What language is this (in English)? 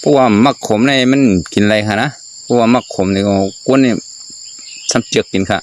Shan